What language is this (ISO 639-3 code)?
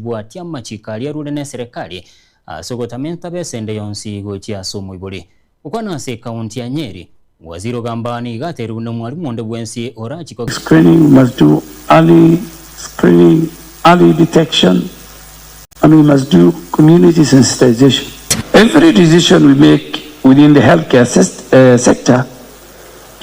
guz